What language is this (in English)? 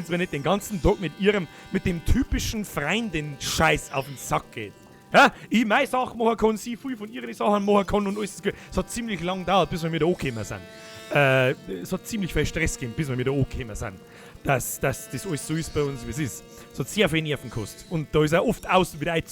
Bavarian